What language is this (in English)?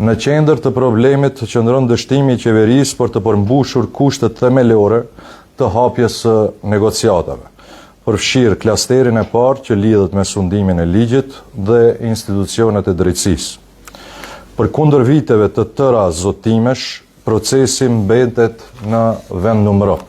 Albanian